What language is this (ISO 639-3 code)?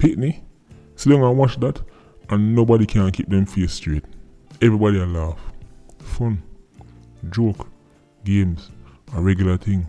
jam